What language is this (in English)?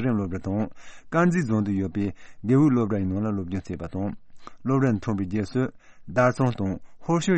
Tibetan